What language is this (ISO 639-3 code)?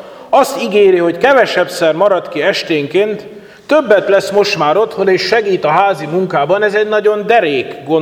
hun